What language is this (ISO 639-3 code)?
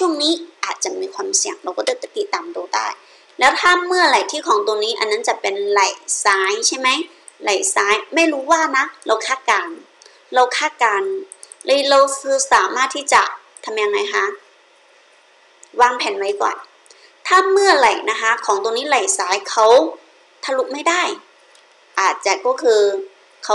tha